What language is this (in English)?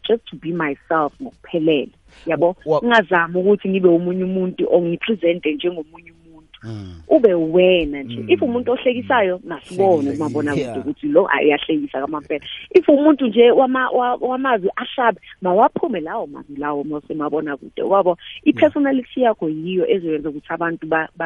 South Ndebele